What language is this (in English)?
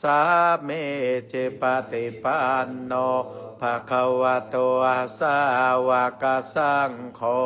Pali